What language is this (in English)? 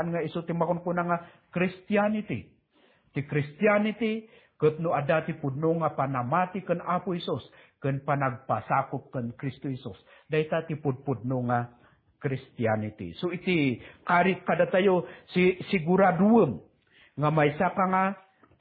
Iloko